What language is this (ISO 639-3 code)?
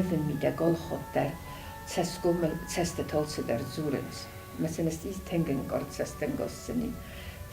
oss